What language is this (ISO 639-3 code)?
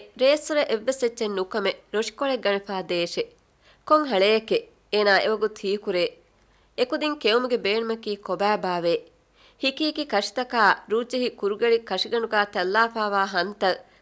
div